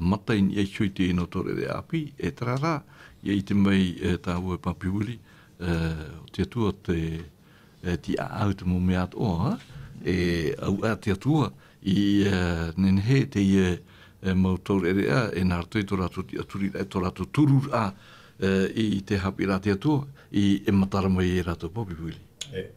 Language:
Tahitian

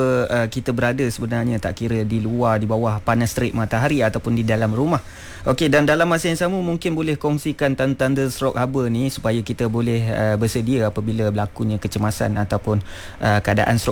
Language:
Malay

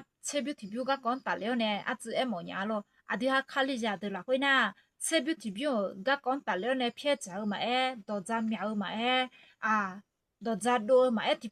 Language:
Akha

